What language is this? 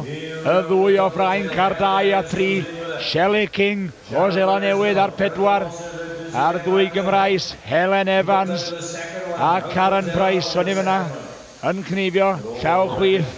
Welsh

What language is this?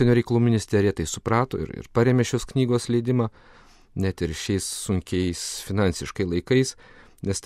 Lithuanian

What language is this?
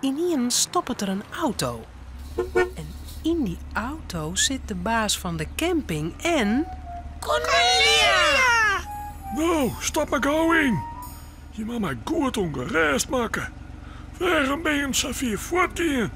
Western Frisian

